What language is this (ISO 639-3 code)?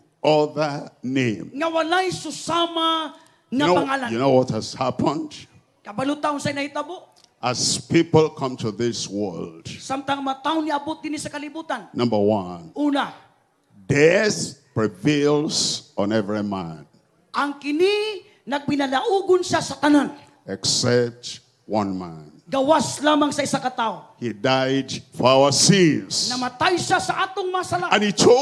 ceb